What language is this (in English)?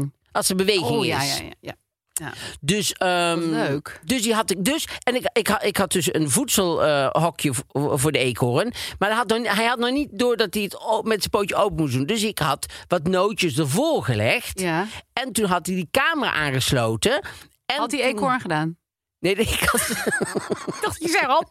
Dutch